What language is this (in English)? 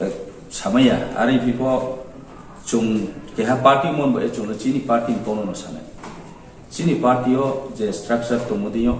Riang (India)